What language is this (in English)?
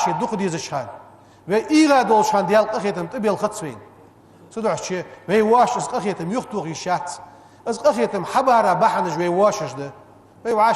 Ingush